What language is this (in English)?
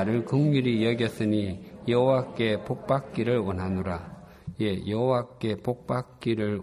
Korean